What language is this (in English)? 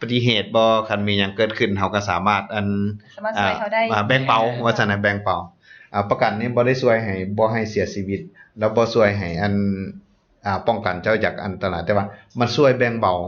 Lao